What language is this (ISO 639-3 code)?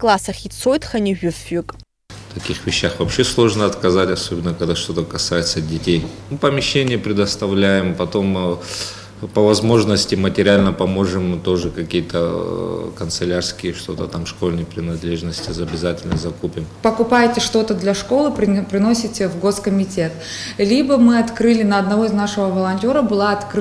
abk